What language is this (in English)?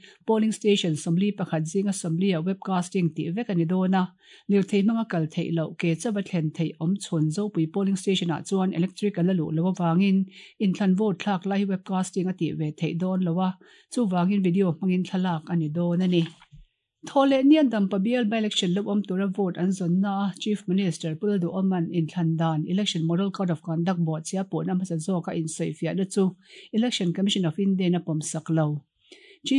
Mizo